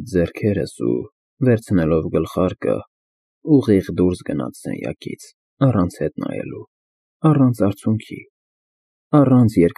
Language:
Armenian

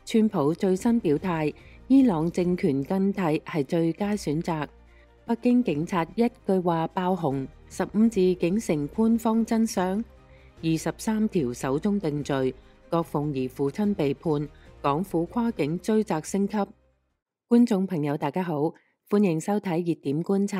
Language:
Cantonese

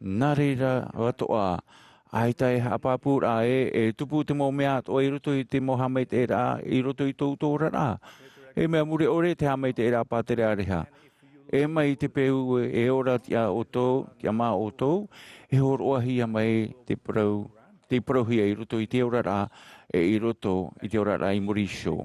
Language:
Tahitian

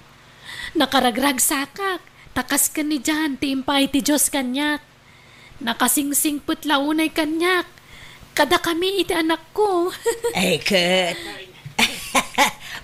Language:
Iloko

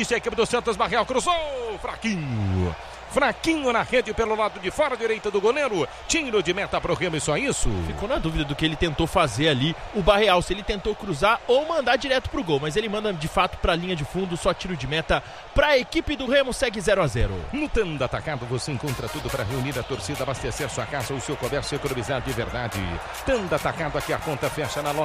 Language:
Portuguese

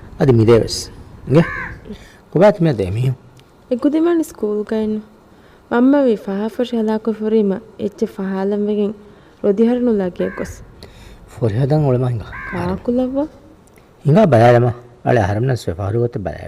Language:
Divehi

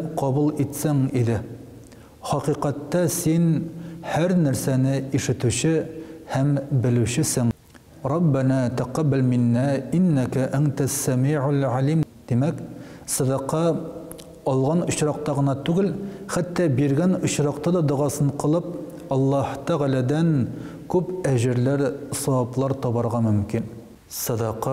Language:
Tatar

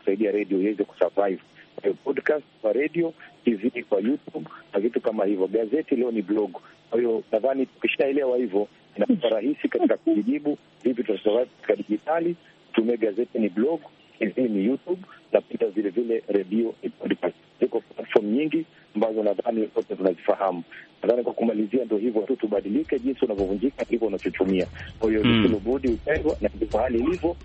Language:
Swahili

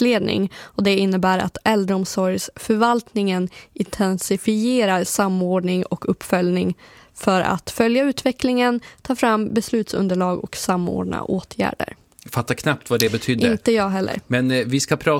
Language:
Swedish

